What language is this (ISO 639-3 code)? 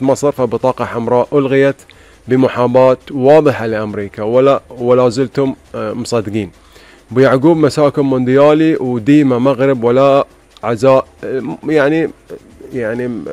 afb